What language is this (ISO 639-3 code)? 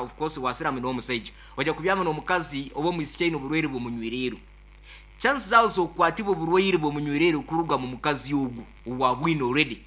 nyn